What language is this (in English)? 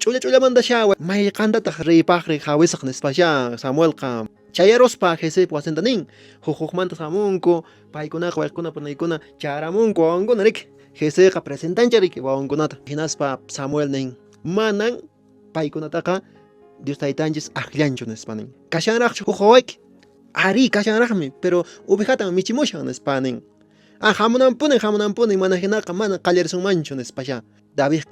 Quechua